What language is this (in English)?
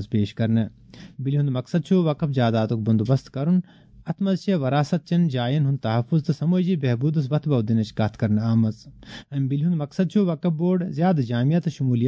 Kashmiri